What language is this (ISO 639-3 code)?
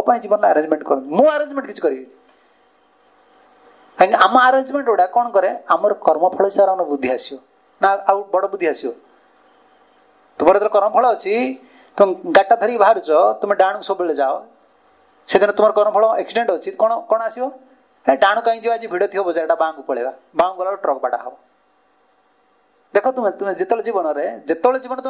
ori